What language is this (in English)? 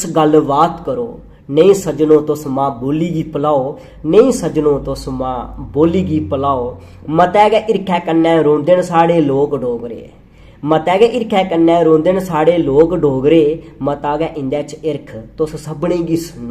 Dogri